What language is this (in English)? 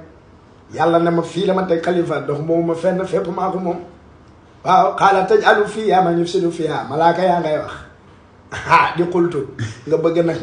Wolof